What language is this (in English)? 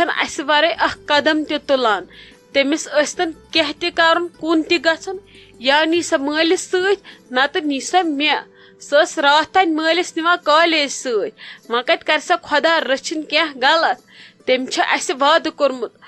Kashmiri